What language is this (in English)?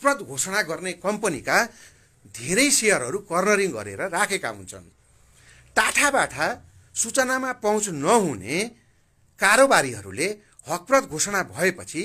Nepali